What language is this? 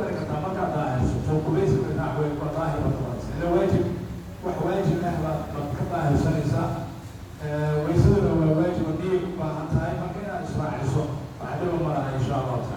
Somali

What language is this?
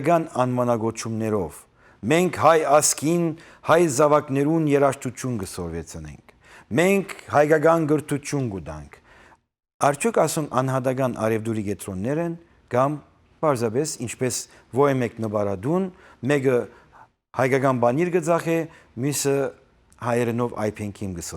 Western Armenian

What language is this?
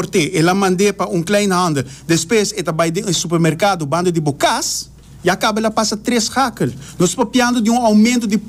Papiamento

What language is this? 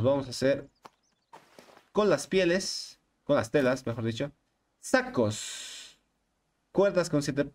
Spanish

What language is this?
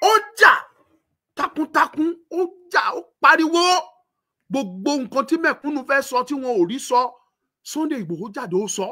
Yoruba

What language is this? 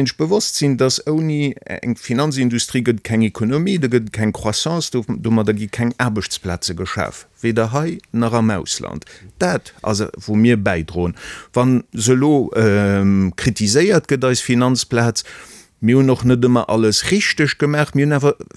Luxembourgish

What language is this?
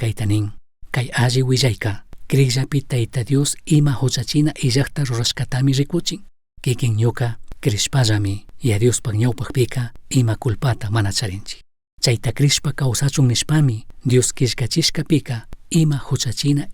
Chimborazo Highland Quichua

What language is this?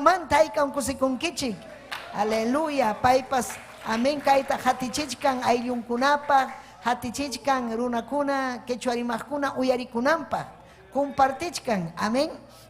Ayacucho Quechua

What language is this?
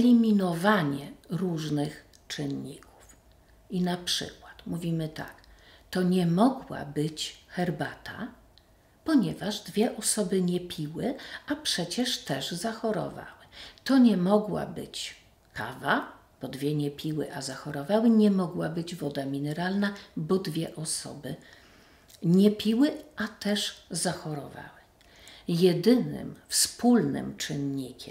Polish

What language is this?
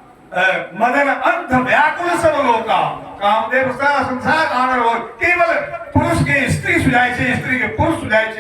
Maithili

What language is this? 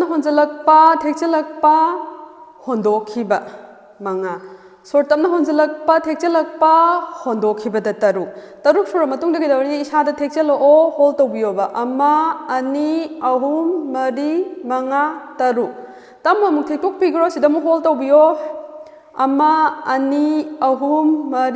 Manipuri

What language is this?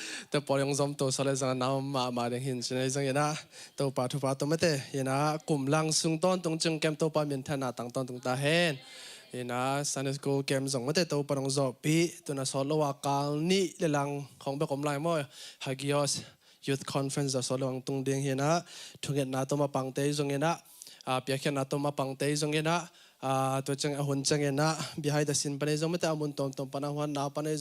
Tedim Chin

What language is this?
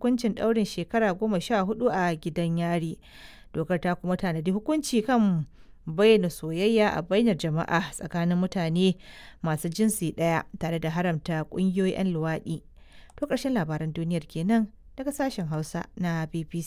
Hausa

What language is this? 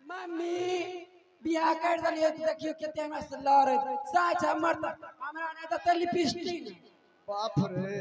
Maithili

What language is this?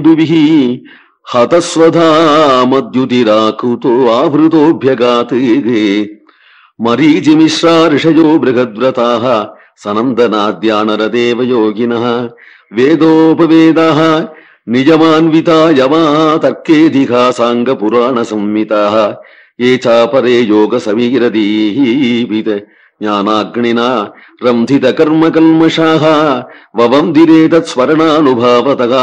Sanskrit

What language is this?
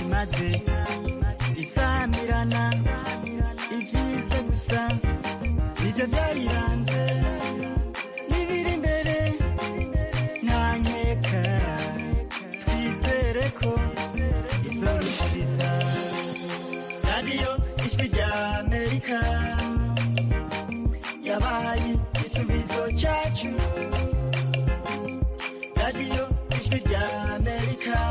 Kinyarwanda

